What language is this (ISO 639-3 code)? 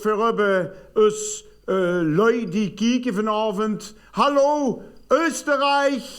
lim